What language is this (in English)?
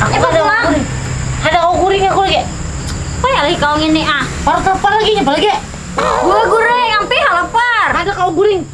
Banjar